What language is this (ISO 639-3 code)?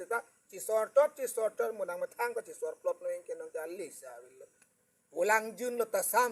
mjw